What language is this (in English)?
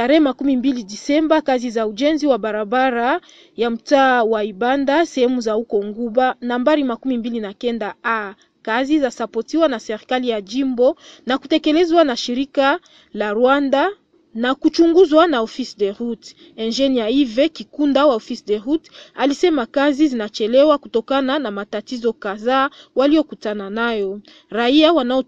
Swahili